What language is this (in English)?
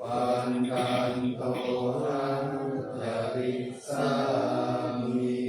Pali